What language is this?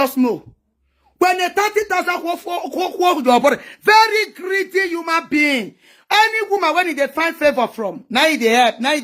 Nigerian Pidgin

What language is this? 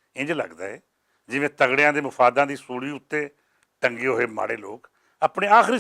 Western Panjabi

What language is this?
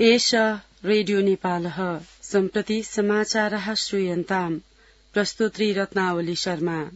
Sanskrit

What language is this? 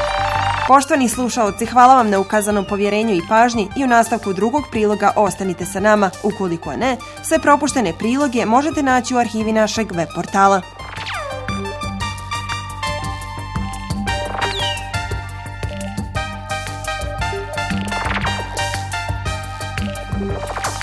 Bosnian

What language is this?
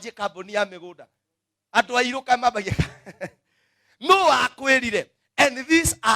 Kikuyu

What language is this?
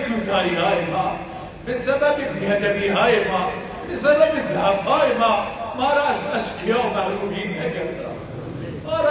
Persian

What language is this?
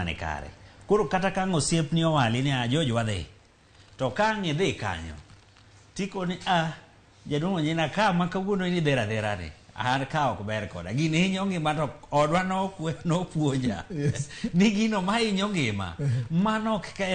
Luo (Kenya and Tanzania)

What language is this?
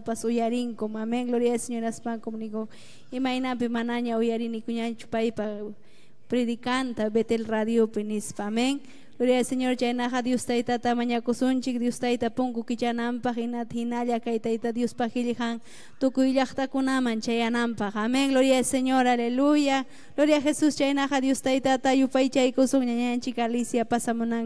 Ayacucho Quechua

